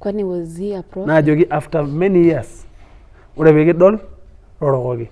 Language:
Masai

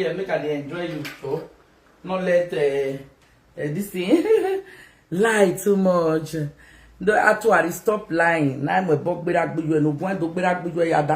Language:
Nigerian Pidgin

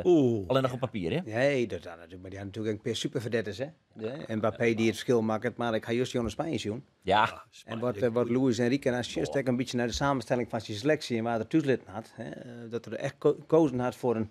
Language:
Western Frisian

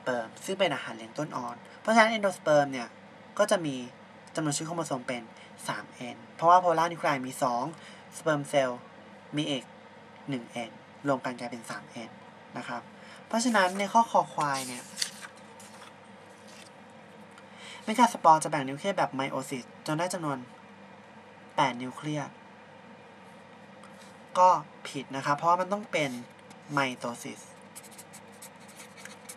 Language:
Thai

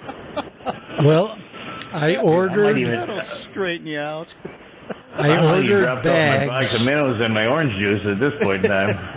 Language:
English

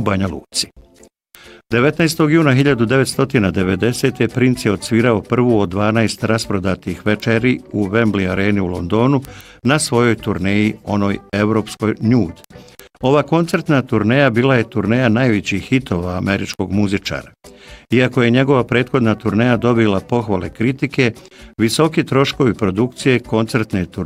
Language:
Bosnian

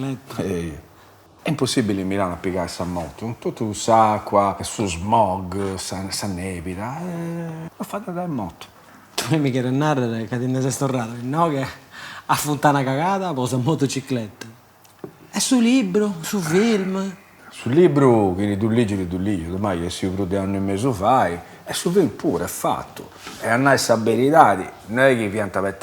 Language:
Sardinian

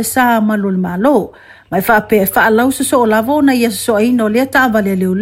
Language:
Samoan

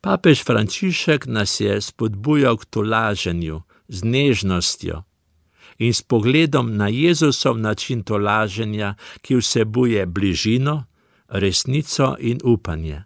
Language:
Slovenian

